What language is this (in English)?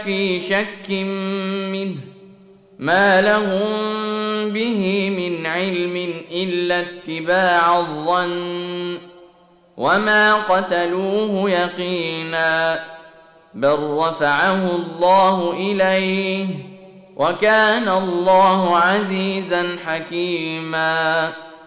Arabic